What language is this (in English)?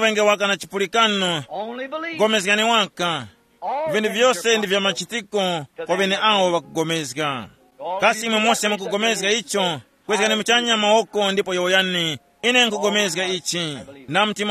Tumbuka